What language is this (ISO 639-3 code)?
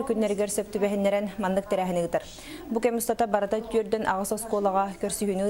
sah